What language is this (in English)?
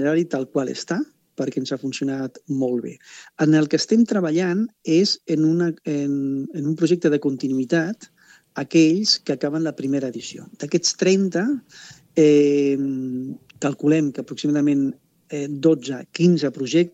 Catalan